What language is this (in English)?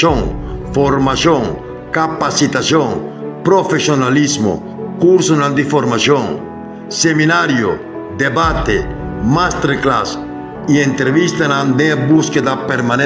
Papiamento